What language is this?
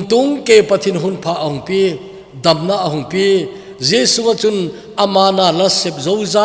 Thado Chin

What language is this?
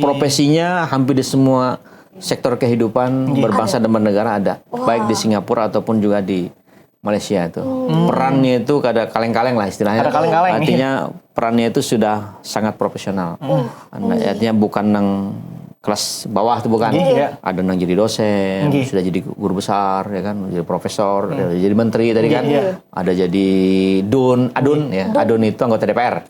Banjar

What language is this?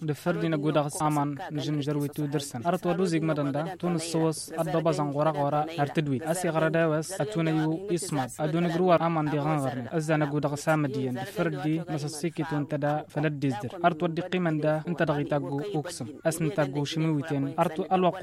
Tamasheq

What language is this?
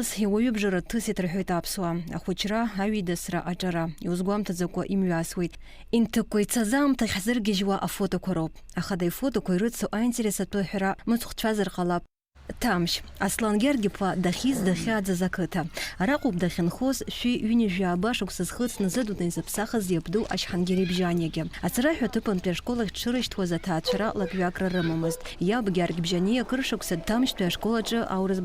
Abkhazian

